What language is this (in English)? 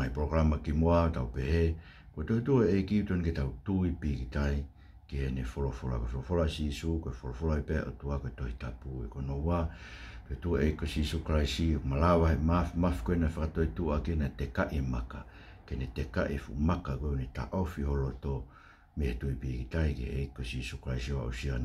Tongan